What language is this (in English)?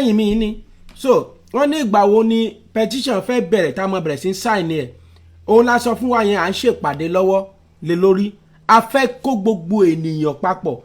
Yoruba